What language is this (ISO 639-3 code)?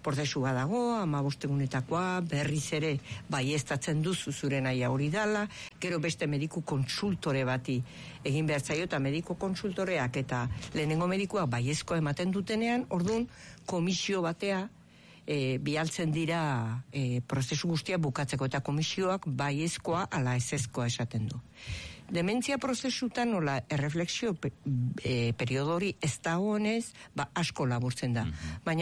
eus